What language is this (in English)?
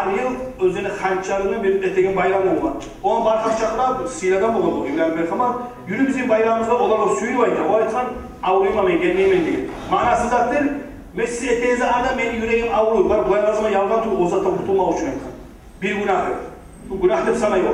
Kumyk